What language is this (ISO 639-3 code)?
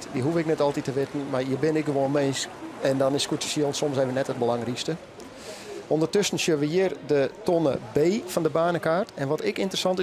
fry